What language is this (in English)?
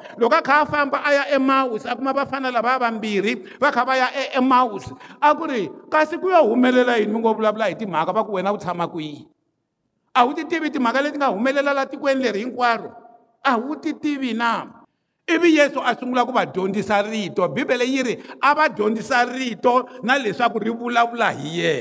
Tsonga